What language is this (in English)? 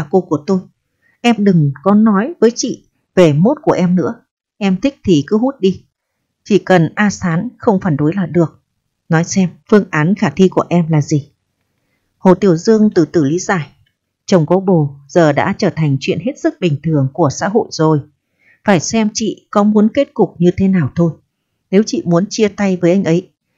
Vietnamese